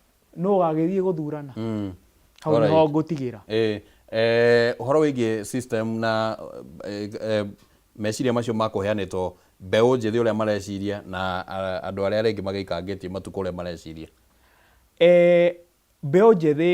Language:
Kikuyu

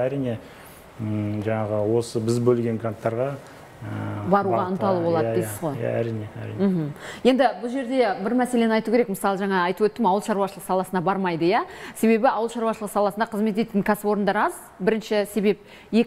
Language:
Kazakh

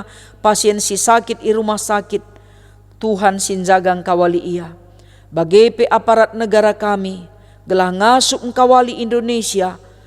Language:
Batak Karo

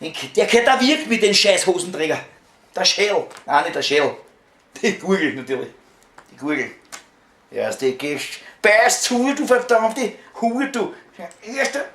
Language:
Bavarian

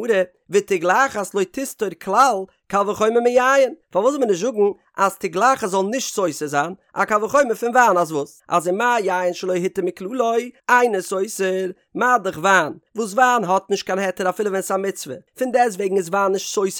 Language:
Yiddish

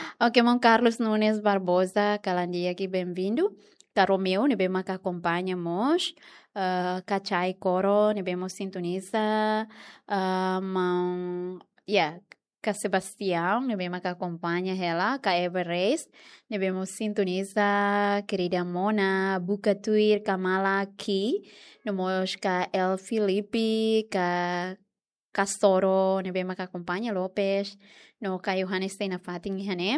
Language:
Tetum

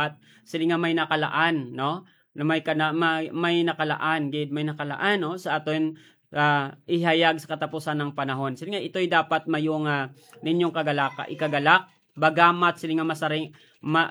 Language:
Hiligaynon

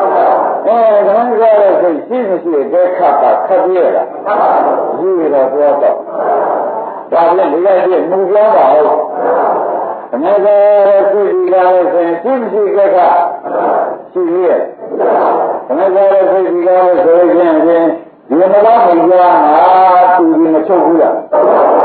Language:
Burmese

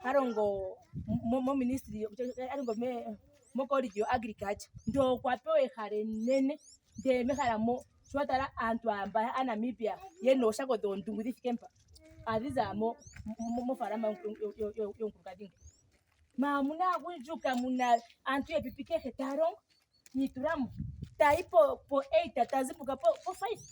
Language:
Ndonga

